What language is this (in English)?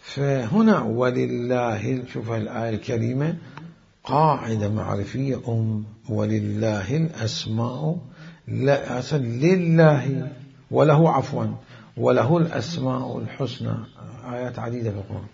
Mesopotamian Arabic